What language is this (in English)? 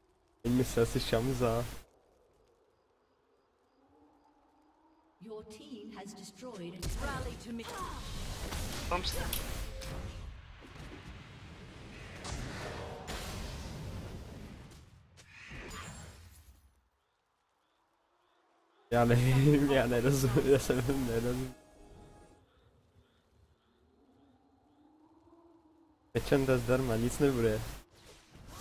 Czech